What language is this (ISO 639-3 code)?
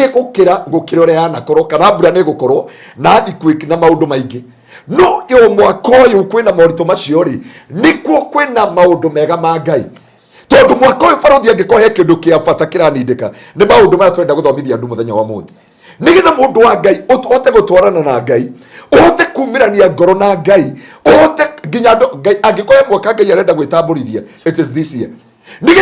kik